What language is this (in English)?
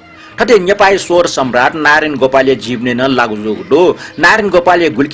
Newari